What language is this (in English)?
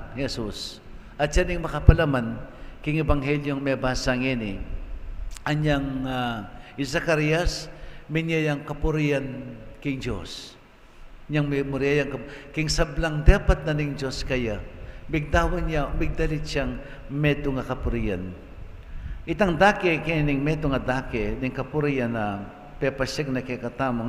Pampanga